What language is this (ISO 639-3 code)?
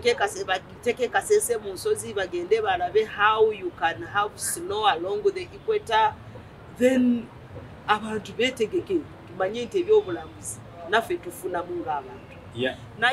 lug